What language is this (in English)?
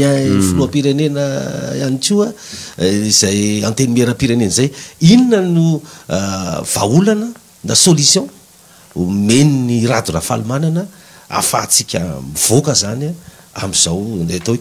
Malagasy